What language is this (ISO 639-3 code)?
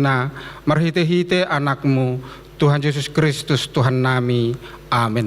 bbc